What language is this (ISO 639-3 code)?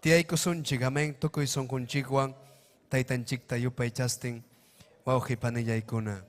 quy